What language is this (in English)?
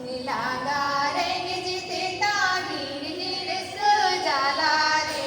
Santali